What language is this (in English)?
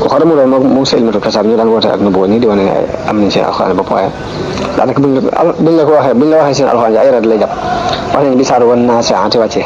Wolof